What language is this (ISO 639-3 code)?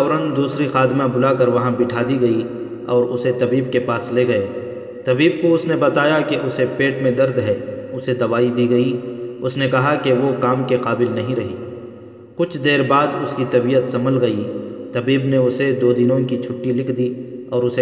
urd